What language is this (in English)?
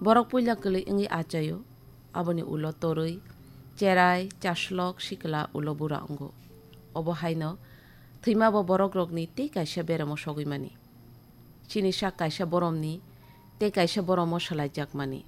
Kok Borok